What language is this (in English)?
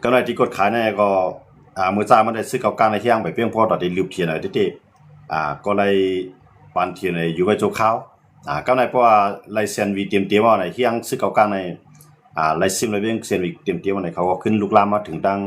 Shan